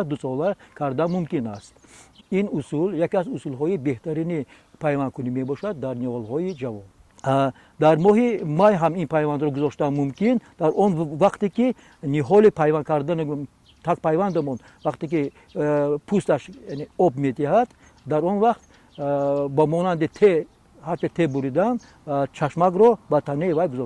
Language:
Tajik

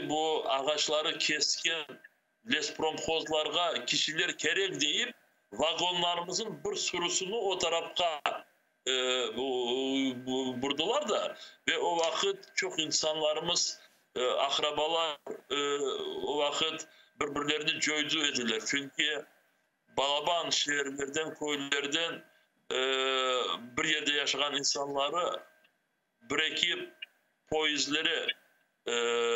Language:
Crimean Tatar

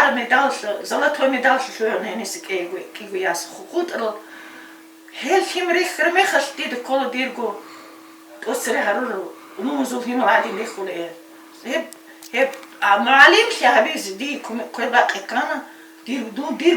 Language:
Avaric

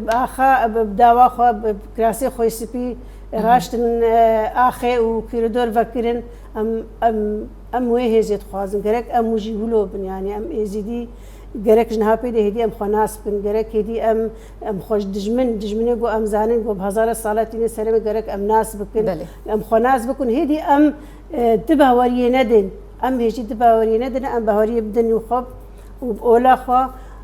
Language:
Kurdish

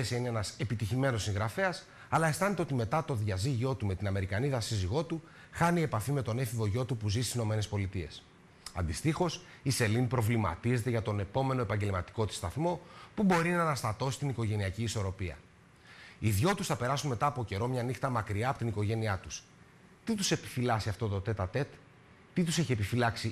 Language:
Greek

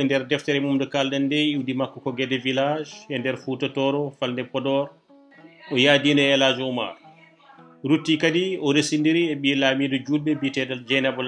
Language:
Fula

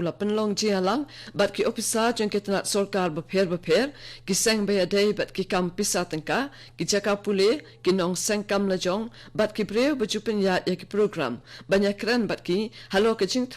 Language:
Khasi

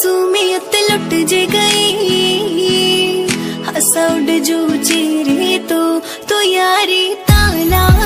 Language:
Saraiki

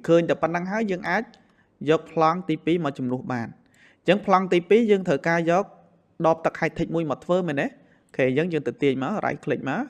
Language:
Khmer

